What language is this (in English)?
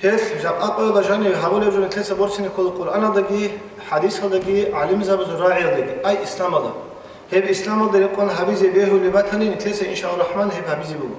Avaric